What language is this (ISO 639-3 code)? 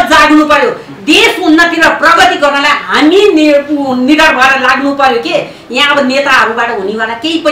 nep